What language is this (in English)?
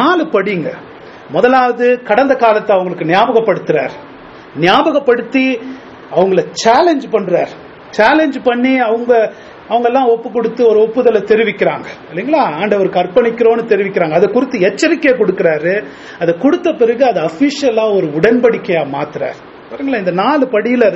Tamil